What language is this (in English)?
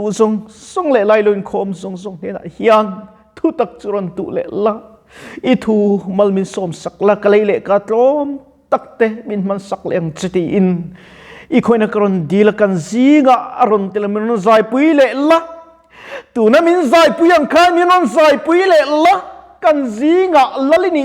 Mizo